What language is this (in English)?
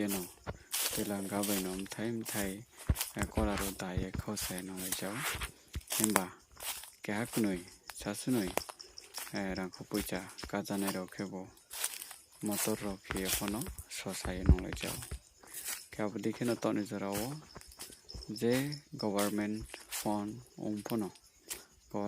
Riang (India)